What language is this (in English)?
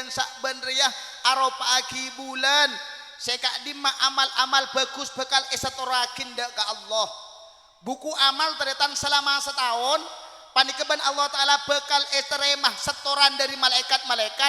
Madurese